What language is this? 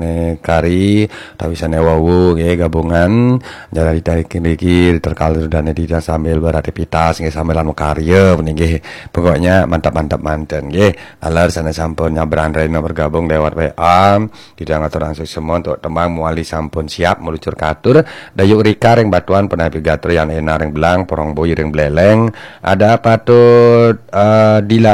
Balinese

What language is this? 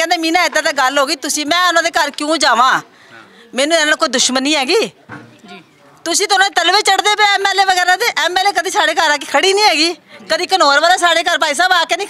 Punjabi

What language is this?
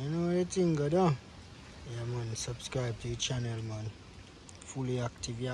Jamaican Creole English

